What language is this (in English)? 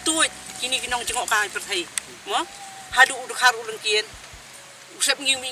Khasi